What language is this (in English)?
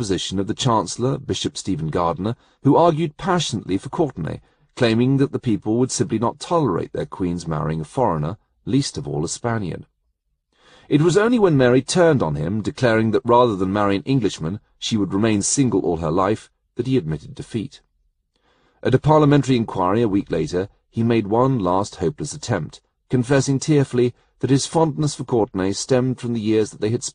English